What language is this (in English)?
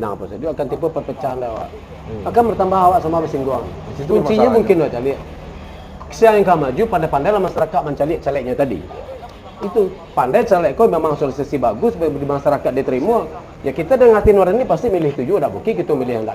Minangkabau